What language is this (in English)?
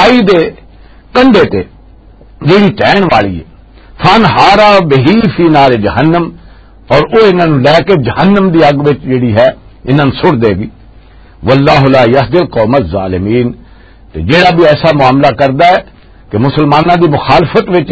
Western Panjabi